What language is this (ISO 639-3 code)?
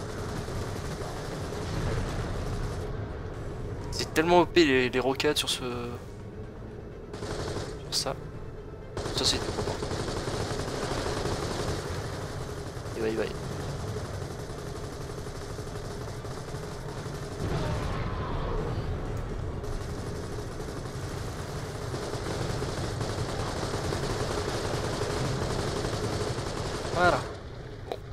fra